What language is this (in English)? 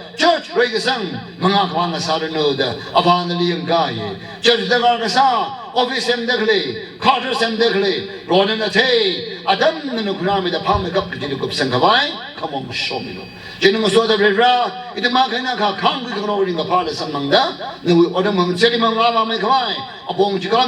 Tangkhul Naga (India)